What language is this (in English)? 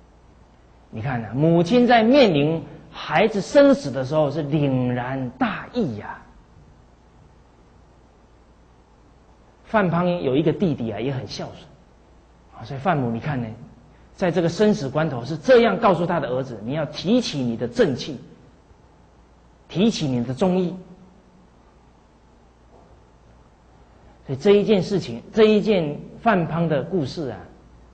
Chinese